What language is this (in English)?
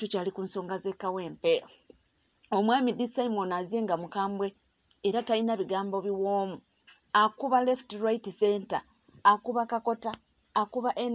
Ganda